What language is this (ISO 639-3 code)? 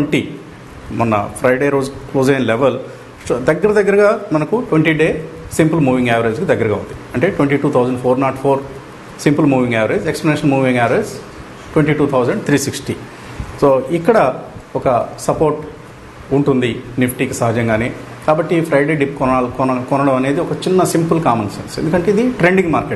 tel